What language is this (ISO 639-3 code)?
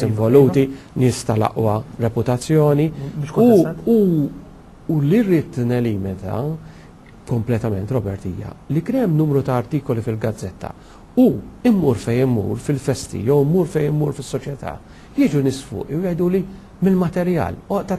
mlt